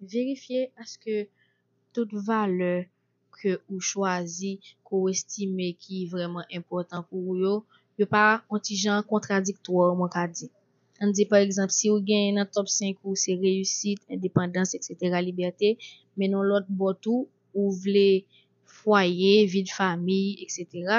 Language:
Haitian Creole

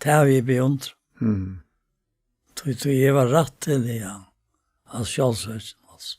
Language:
Faroese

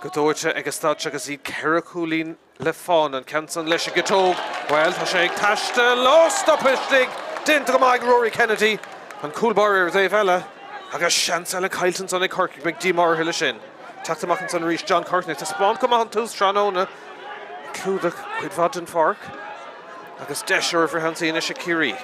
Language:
Irish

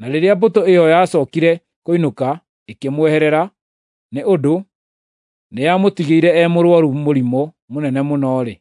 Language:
Kikuyu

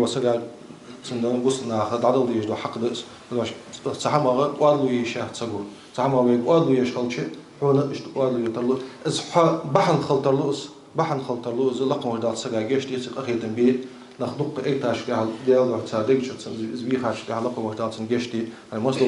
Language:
Ingush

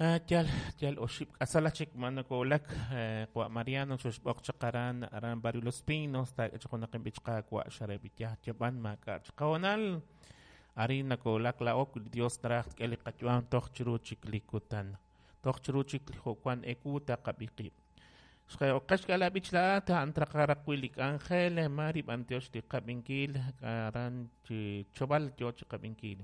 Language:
Kekchí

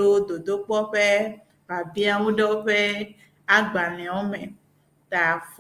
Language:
Ewe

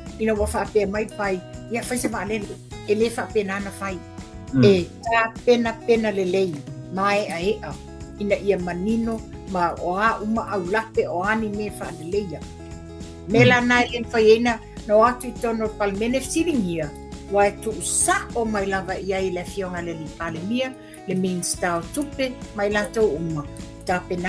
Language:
Samoan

